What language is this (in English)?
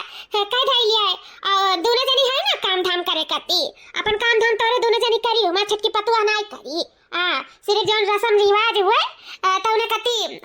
Awadhi